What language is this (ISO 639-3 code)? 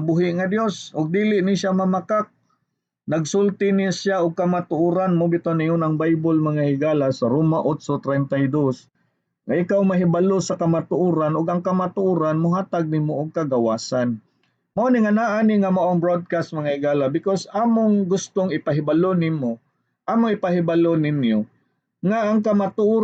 ceb